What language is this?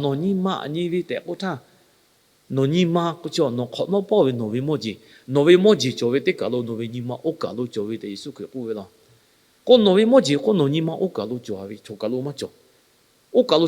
Lahu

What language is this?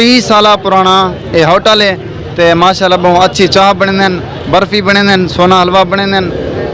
Saraiki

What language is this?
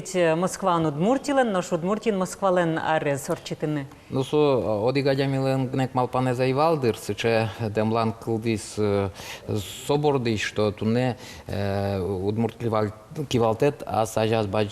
Udmurt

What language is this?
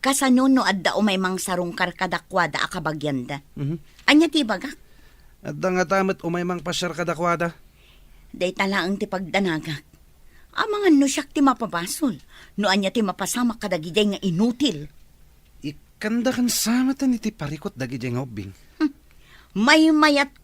Iloko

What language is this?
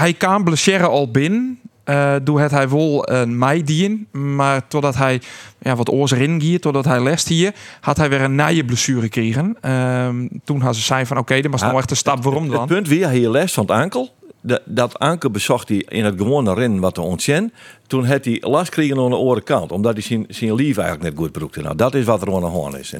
Western Frisian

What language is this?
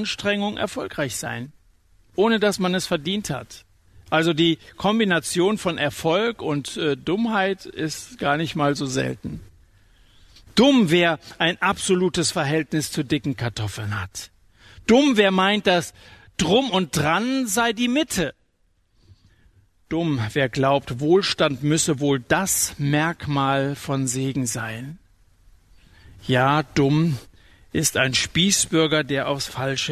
German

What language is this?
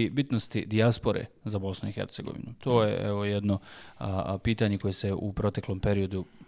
Bosnian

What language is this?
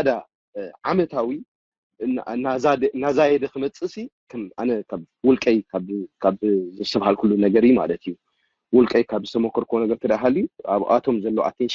Tigrinya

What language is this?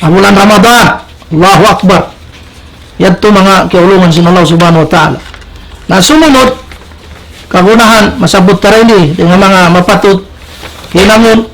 Tausug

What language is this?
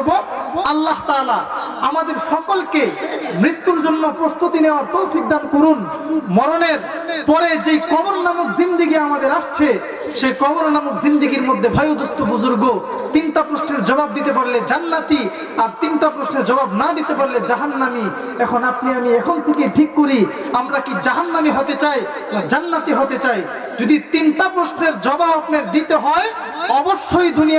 Bangla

